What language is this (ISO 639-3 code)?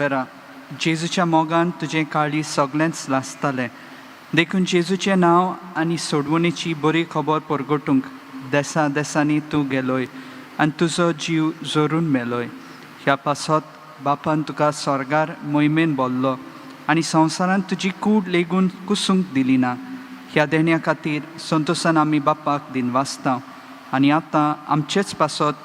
kok